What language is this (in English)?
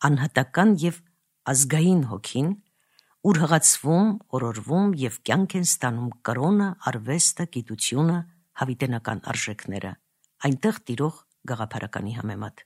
Armenian